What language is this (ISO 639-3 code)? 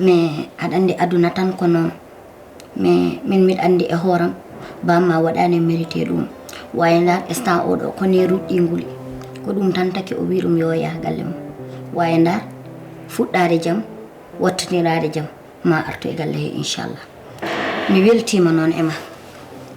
ful